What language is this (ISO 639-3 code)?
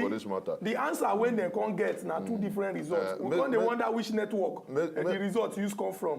pcm